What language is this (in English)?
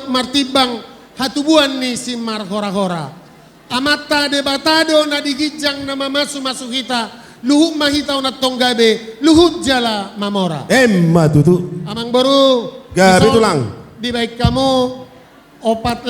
Batak Toba